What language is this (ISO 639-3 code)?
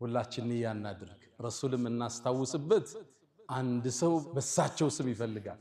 amh